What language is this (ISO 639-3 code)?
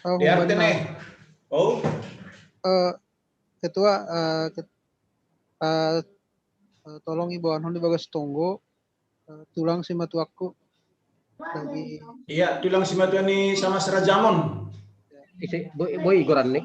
bts